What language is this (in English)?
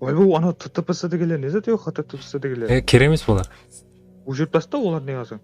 Kara-Kalpak